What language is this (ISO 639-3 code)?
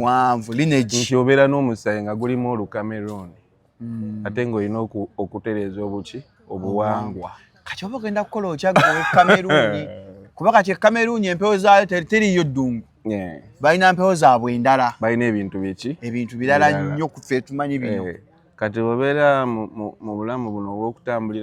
lug